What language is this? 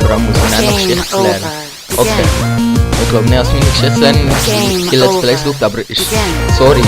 Swiss German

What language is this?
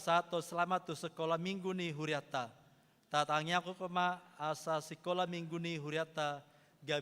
Batak Toba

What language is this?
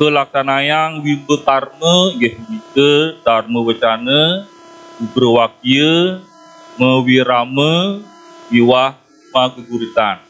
Balinese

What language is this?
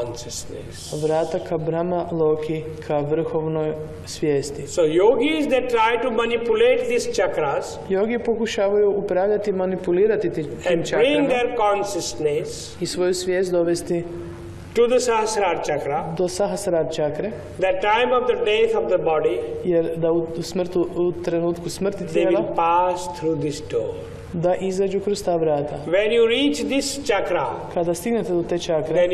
Croatian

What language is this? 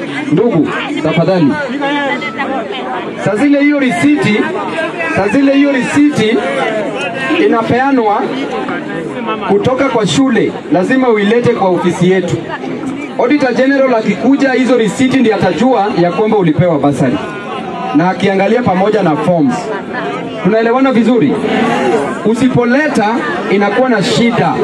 Swahili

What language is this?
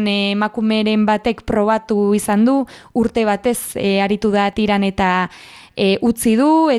Basque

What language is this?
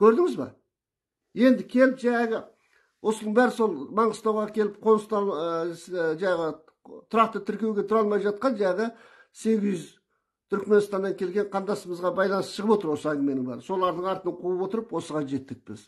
Kazakh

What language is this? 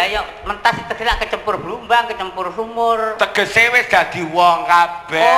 Javanese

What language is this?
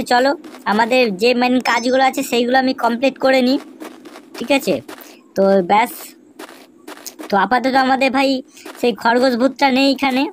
Bangla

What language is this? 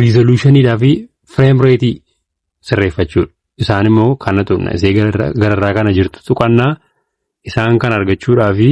Oromo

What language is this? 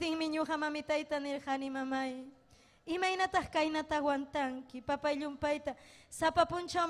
Ayacucho Quechua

